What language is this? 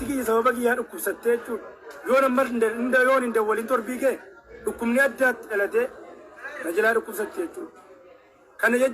Oromo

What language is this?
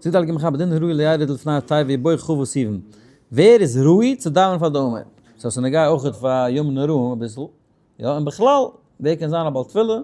Yiddish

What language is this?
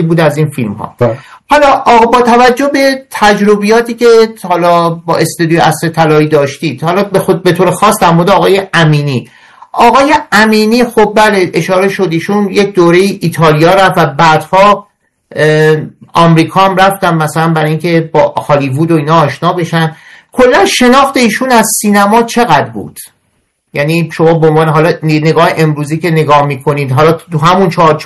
Persian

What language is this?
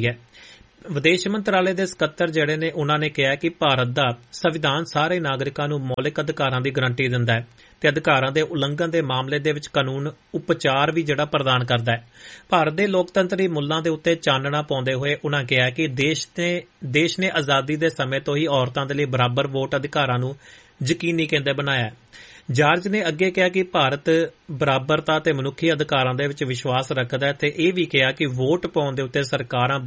Punjabi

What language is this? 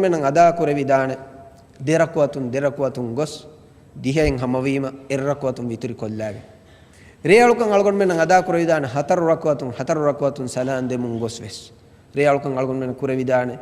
Divehi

